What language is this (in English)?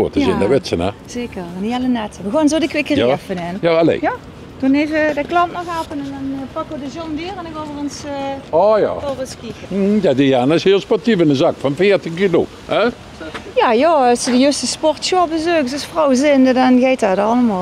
Limburgish